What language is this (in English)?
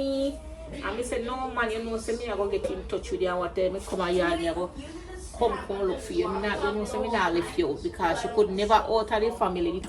Jamaican Creole English